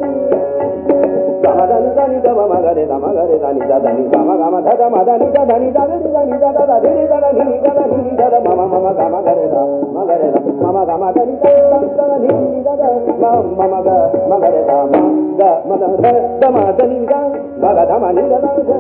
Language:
Hindi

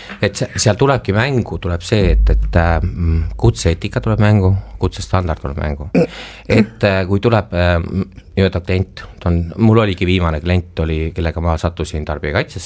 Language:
Estonian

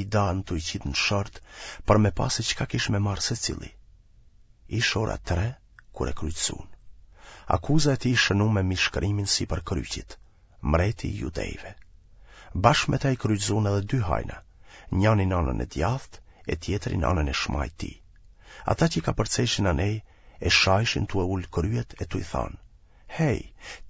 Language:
Albanian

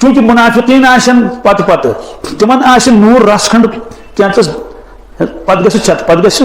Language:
Kashmiri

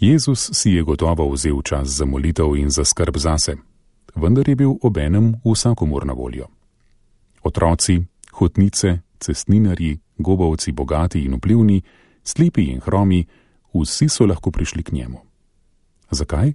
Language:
Slovenian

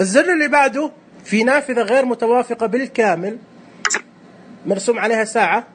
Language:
Najdi Arabic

